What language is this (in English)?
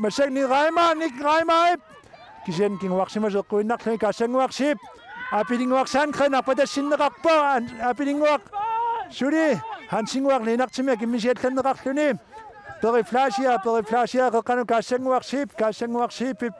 Kalaallisut